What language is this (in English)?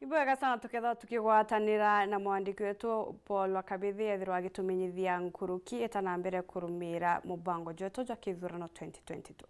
Meru